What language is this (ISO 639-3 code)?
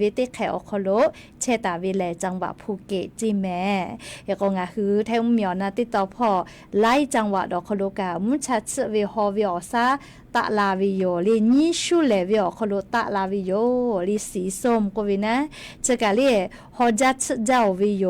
lhu